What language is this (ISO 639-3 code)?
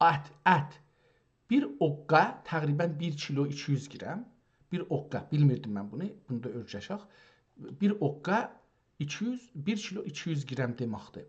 azb